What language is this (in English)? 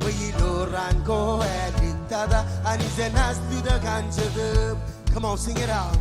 Marshallese